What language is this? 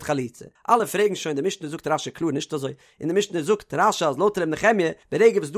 Yiddish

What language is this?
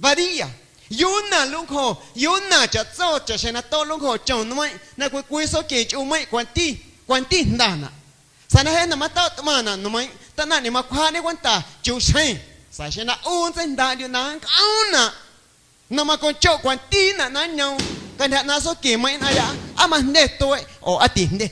Guerrero Amuzgo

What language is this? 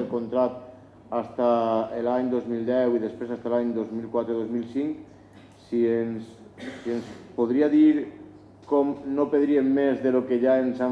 Catalan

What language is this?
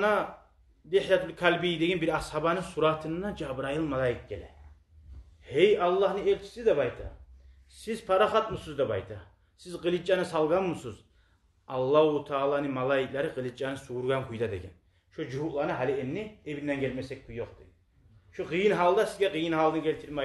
Kumyk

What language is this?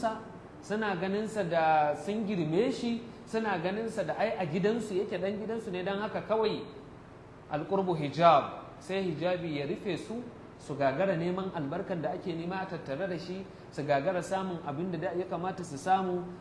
Hausa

